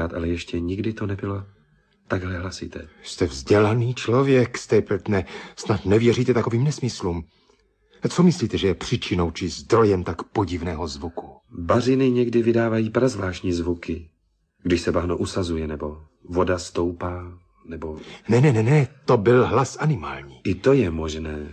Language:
Czech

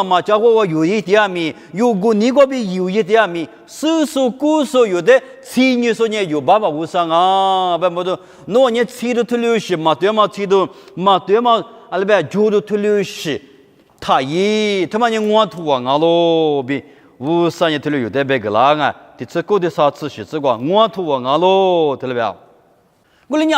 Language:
Lisu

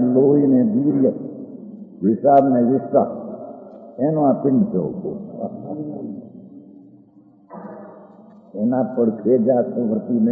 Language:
Gujarati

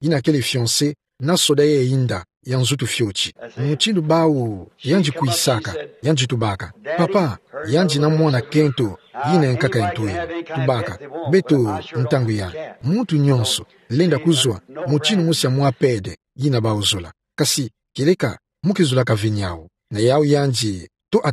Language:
Kituba (Democratic Republic of Congo)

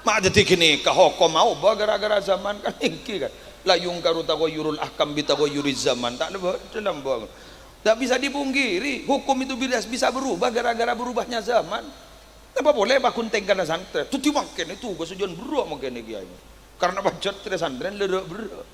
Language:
Madurese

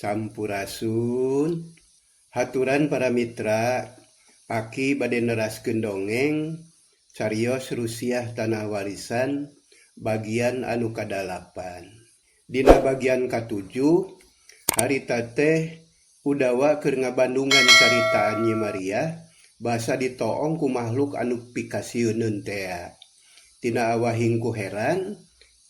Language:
Sundanese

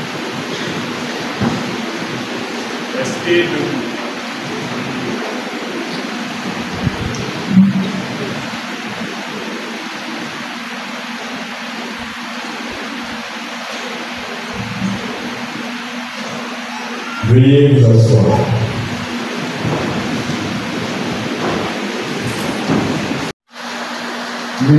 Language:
French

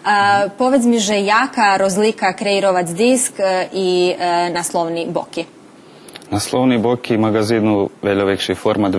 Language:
Rusyn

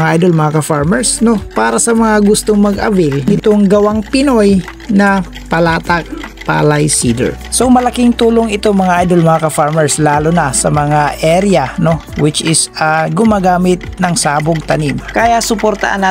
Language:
Filipino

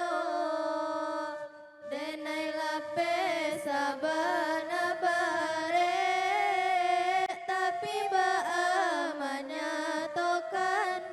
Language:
Minangkabau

